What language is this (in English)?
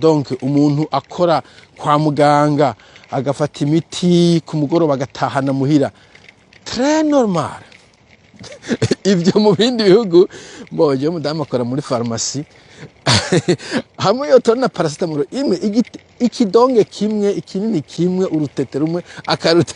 Rundi